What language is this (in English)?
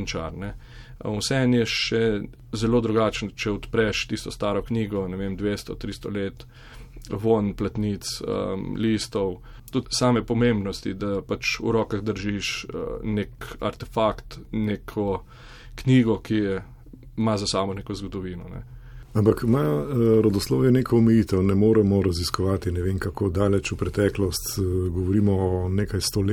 Slovenian